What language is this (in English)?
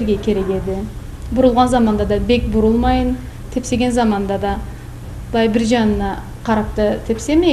Karachay-Balkar